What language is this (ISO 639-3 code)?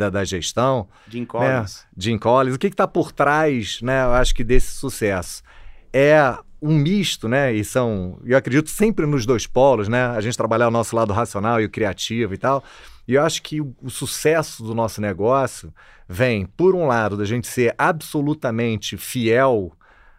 por